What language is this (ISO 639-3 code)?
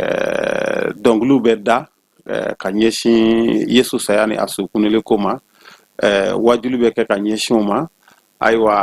bam